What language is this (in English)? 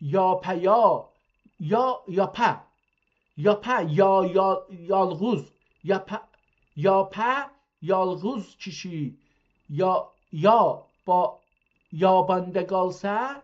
South Azerbaijani